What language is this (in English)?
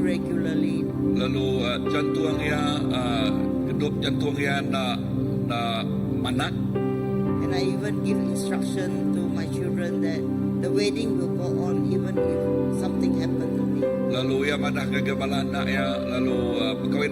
Iban